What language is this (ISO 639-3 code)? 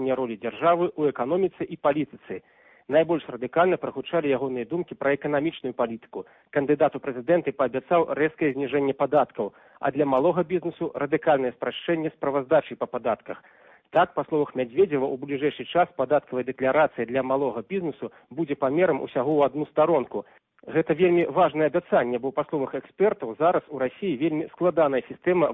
bel